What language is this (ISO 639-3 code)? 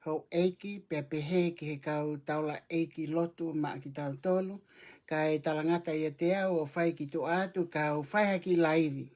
ton